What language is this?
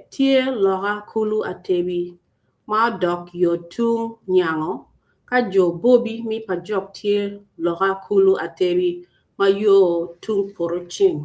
Acoli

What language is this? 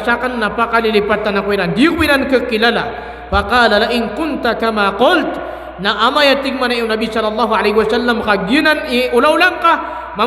Maranao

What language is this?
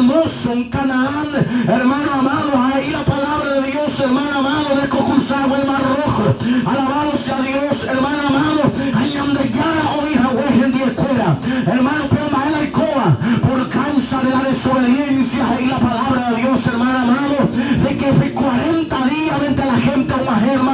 Guarani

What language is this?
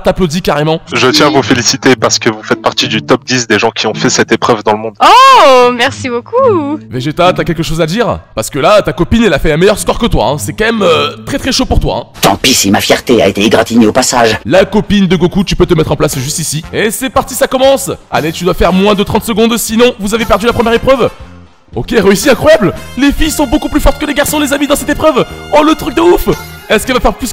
French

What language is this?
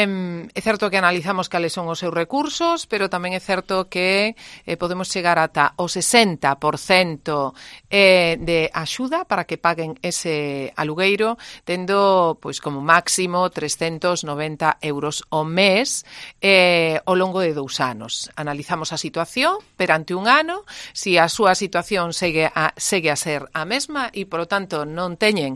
Galician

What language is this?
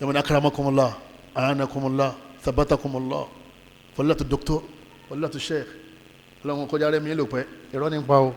Yoruba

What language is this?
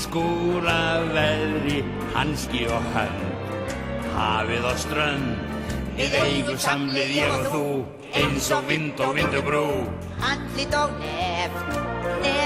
Icelandic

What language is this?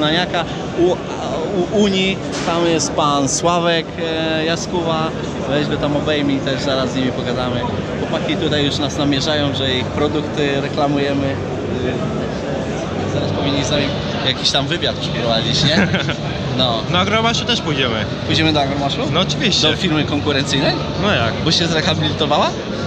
Polish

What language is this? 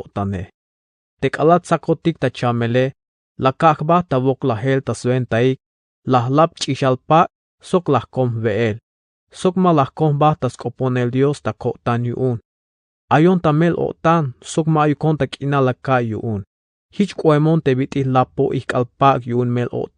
Tzeltal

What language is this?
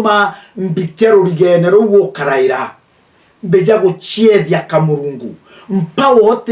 Meru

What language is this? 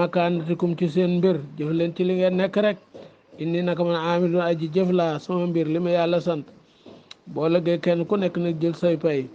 Wolof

